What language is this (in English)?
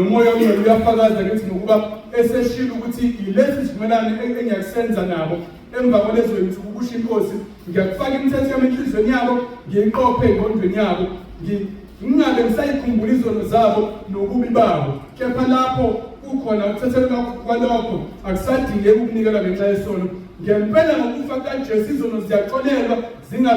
Zulu